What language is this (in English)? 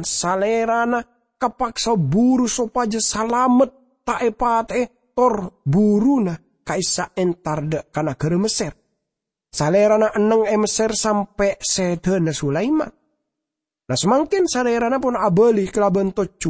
Madurese